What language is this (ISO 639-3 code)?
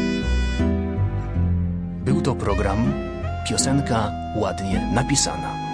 pol